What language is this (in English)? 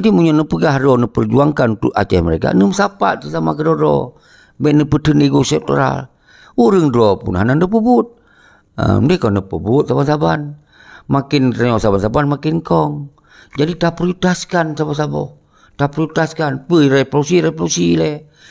Achinese